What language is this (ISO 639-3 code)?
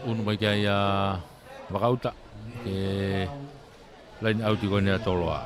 ton